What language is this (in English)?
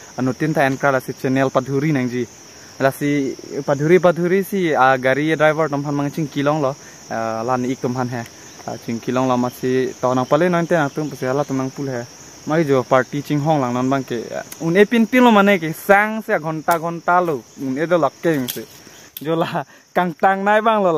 Karbi